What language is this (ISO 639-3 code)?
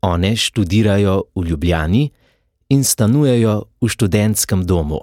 slv